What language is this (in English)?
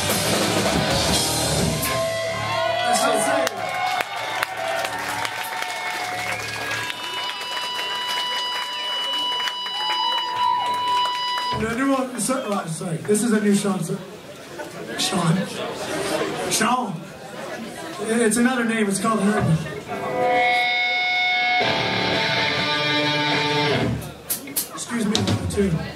English